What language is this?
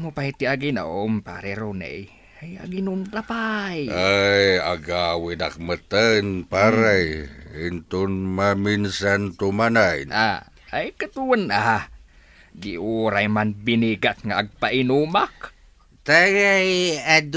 Iloko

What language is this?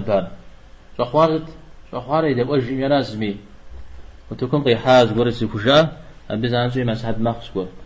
Kabardian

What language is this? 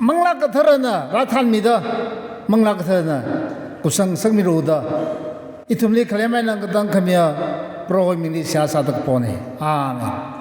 Tangkhul Naga (India)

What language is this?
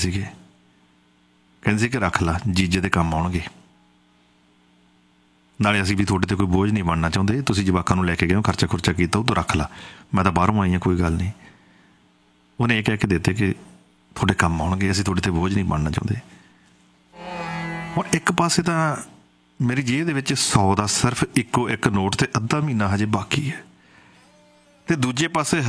Punjabi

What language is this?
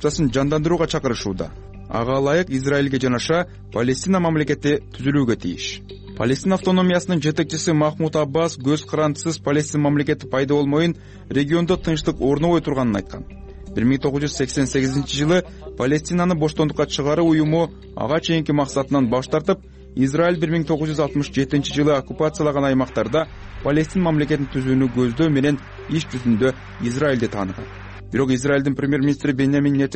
Kyrgyz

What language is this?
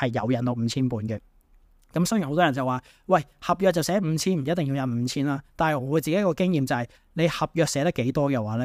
Cantonese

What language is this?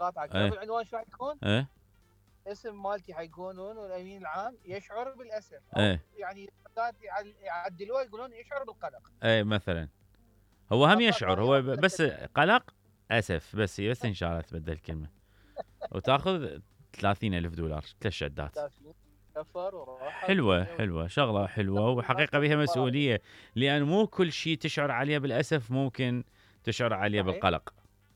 Mesopotamian Arabic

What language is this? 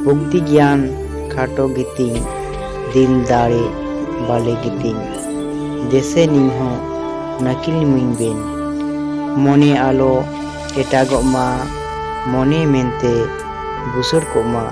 Santali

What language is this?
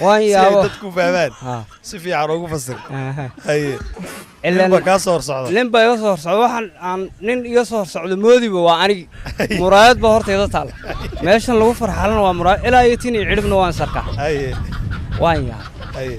Somali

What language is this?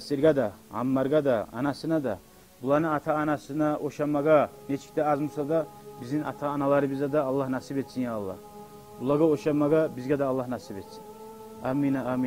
Kumyk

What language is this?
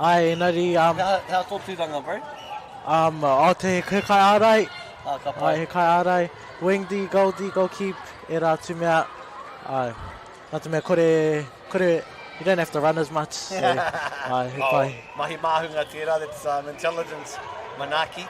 Māori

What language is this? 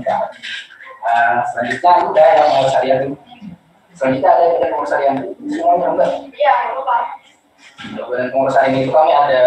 Indonesian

